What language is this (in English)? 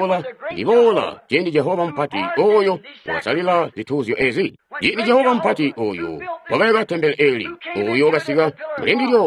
Tonga (Zambia)